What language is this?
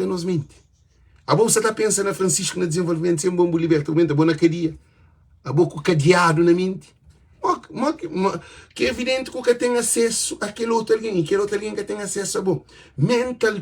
Kabuverdianu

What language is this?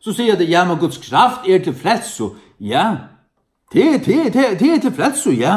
Faroese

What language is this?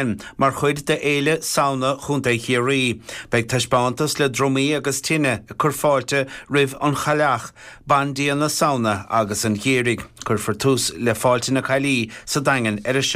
Irish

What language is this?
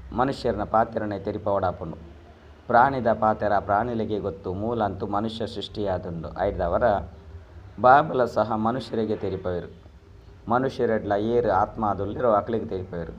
Tulu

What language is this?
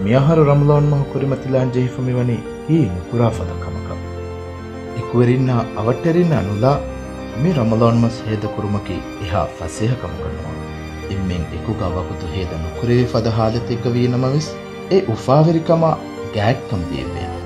Divehi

